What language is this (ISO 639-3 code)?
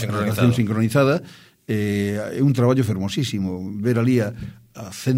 glg